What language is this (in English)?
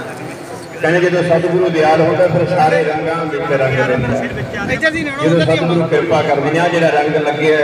Punjabi